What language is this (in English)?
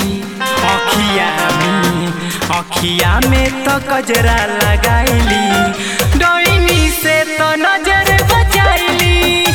Bhojpuri